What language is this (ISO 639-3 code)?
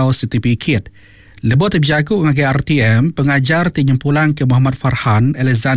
iba